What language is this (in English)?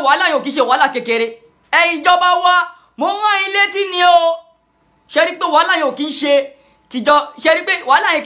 Yoruba